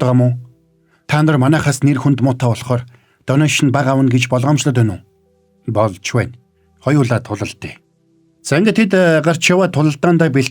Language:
Mongolian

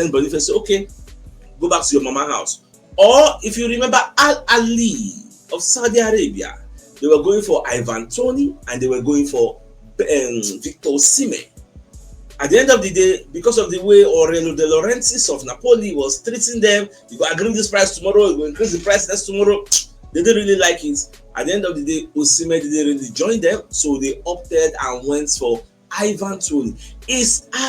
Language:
Nigerian Pidgin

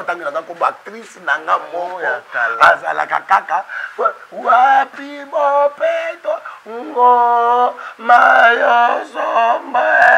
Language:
Lingala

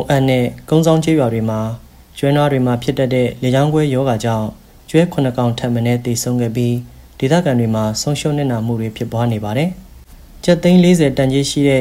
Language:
Burmese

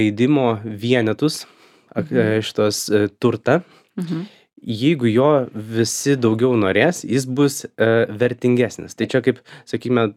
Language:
Lithuanian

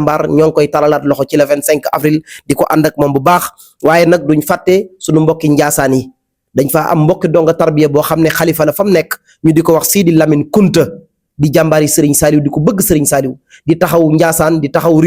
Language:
Wolof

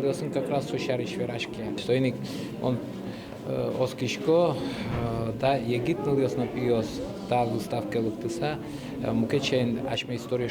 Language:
Udmurt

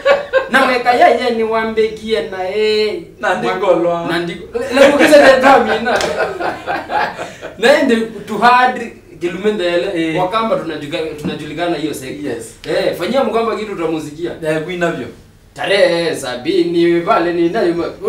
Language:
Swahili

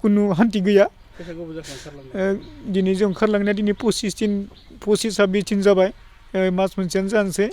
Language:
Bodo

